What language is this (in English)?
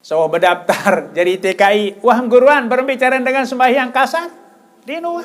Sasak